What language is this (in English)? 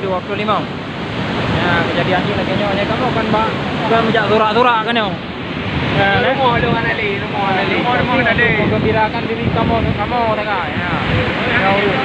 Achinese